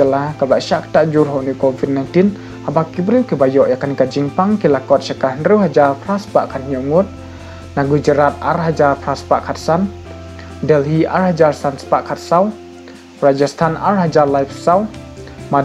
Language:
Khasi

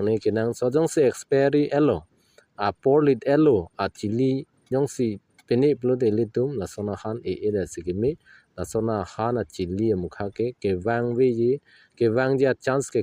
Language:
Karbi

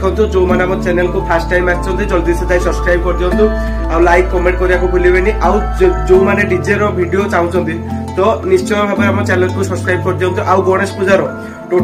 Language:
Odia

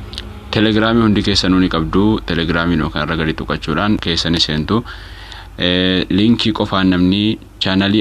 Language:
Oromo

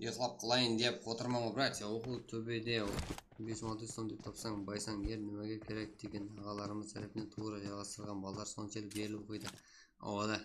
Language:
Kara-Kalpak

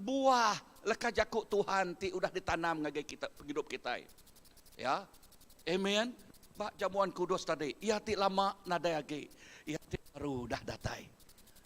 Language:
Iban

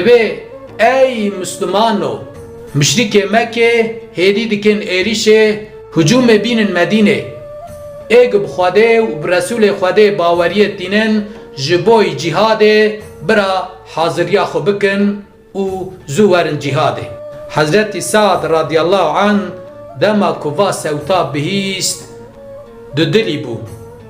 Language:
Kurdish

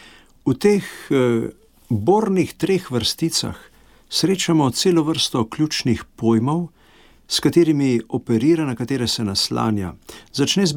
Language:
Slovenian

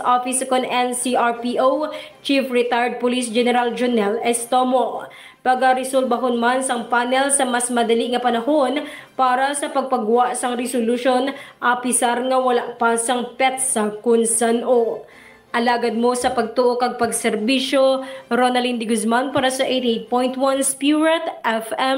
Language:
Hiligaynon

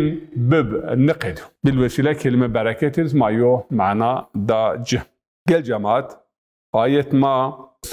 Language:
Zaza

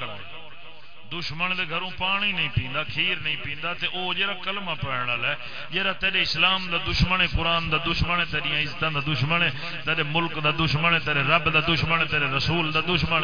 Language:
Saraiki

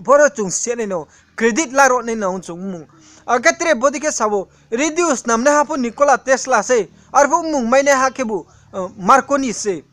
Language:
Riang (India)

